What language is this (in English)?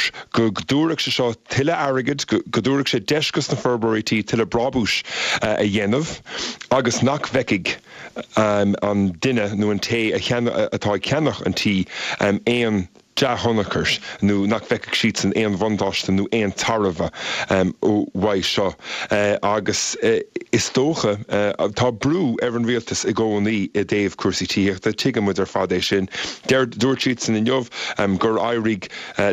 Irish